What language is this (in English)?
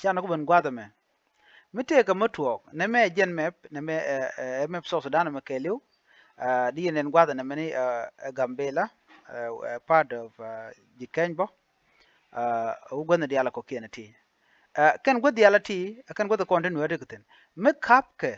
Nuer